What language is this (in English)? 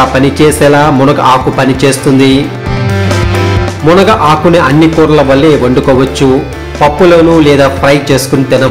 Telugu